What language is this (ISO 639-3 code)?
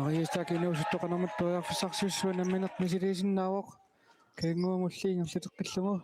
kal